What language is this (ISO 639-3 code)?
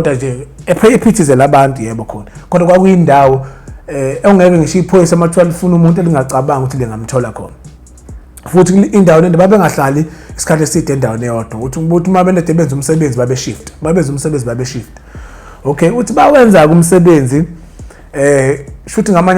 zul